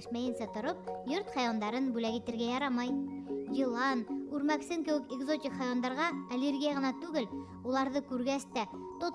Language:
Bashkir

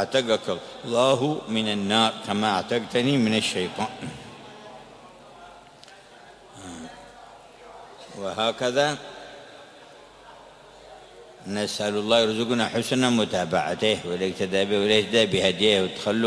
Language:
Arabic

